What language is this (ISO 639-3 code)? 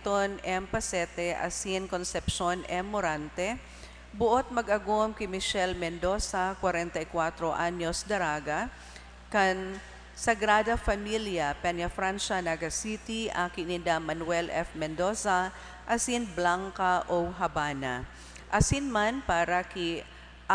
bik